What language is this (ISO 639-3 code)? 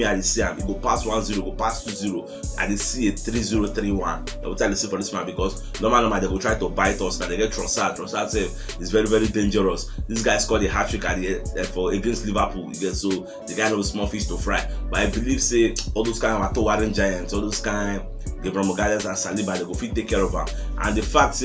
pcm